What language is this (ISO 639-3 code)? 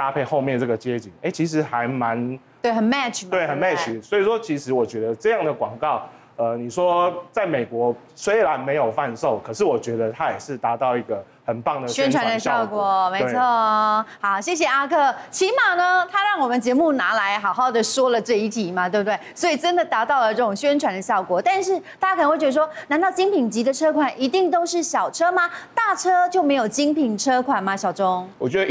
zho